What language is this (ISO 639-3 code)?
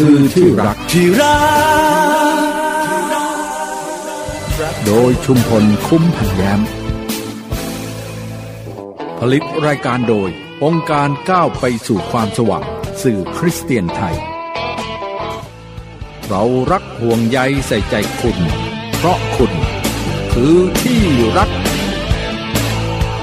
tha